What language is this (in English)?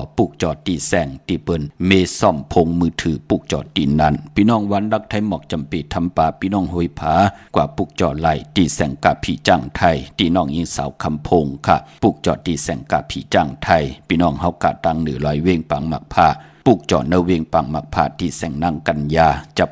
Shan